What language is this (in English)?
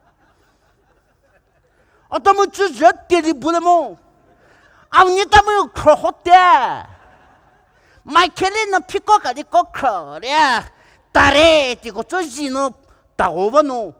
Poumei Naga